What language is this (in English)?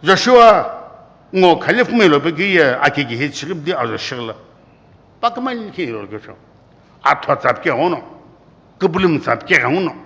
Sumi Naga